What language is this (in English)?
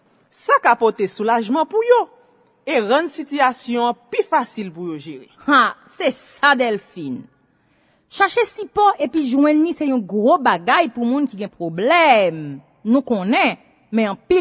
Haitian Creole